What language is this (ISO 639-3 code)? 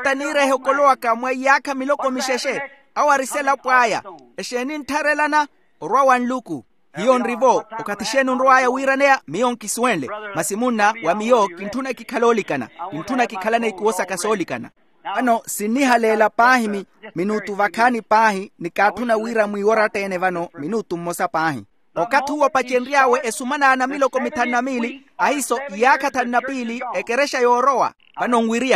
vmw